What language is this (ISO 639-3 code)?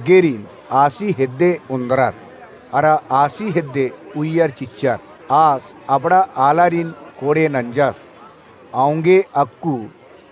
kru